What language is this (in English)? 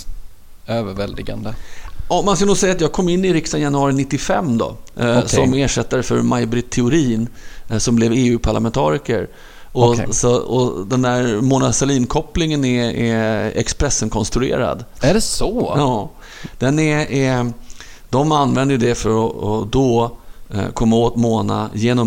Swedish